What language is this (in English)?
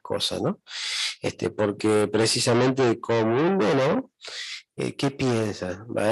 Guarani